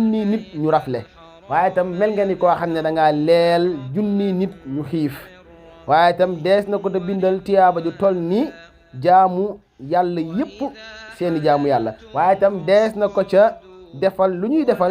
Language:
Wolof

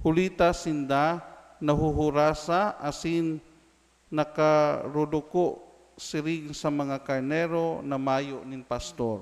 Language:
Bikol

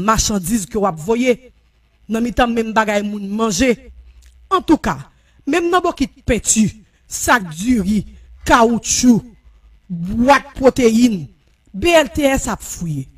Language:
Haitian Creole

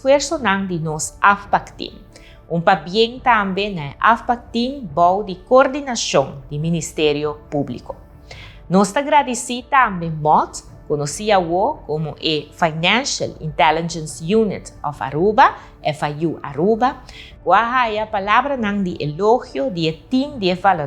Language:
Papiamento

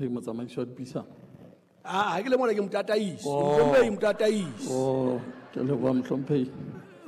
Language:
Southern Sotho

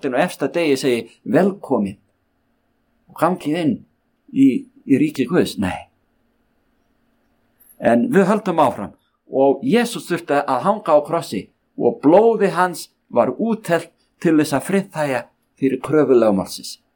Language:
Icelandic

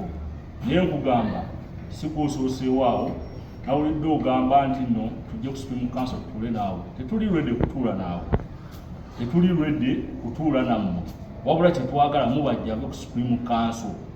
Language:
Ganda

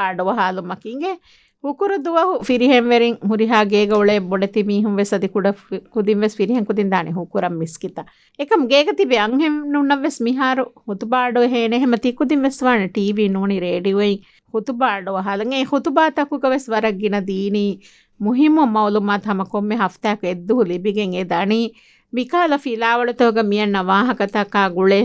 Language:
Divehi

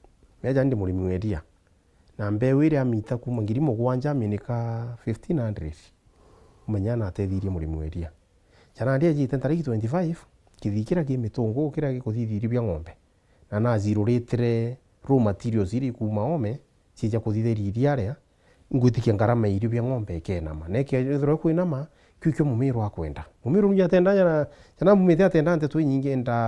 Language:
Meru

